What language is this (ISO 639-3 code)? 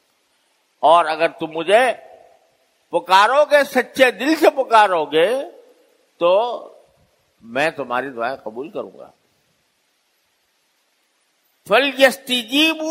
urd